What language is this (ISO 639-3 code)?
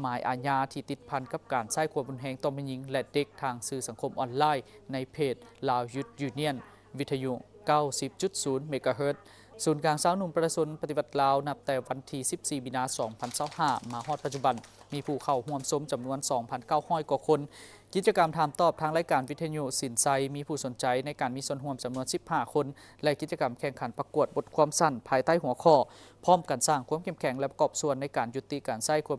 lao